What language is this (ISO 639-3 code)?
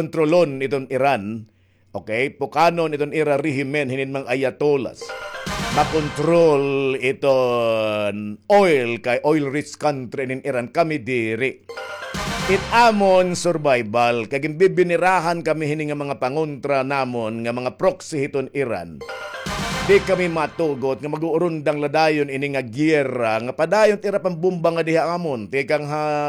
war